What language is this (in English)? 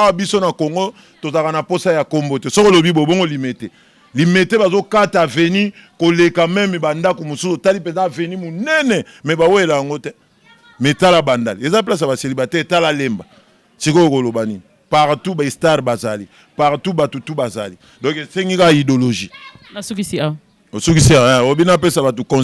Lingala